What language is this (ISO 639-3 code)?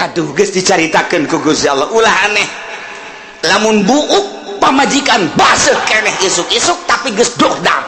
sun